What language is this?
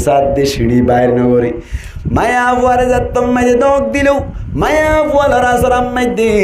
Rohingya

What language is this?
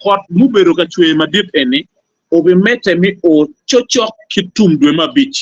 Acoli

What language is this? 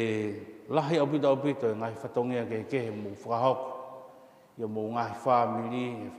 Tongan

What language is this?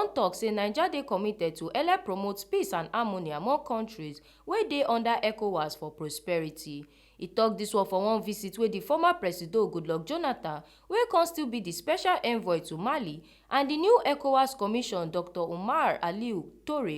Nigerian Pidgin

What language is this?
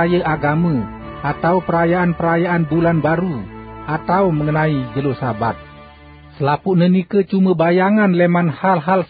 Sasak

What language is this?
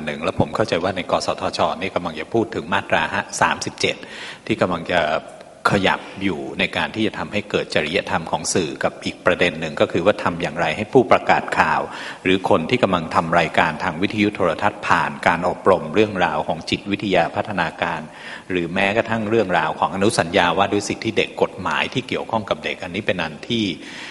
Thai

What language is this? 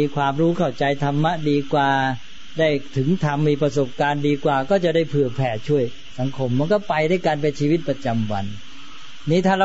Thai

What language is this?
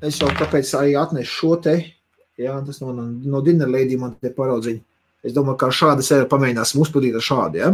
Latvian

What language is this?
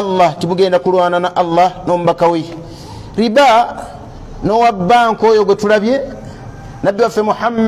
Ganda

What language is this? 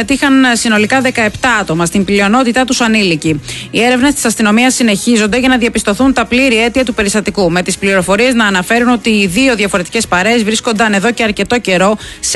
Greek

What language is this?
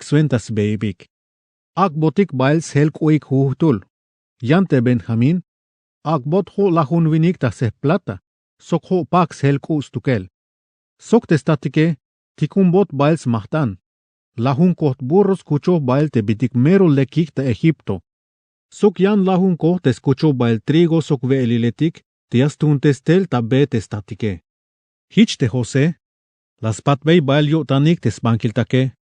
Tzeltal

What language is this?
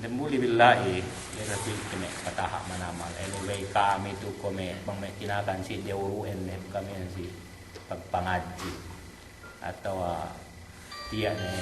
Yakan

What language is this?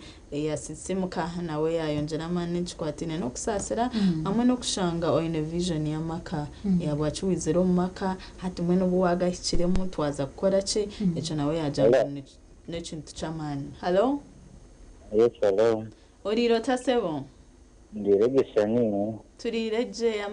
Nyankole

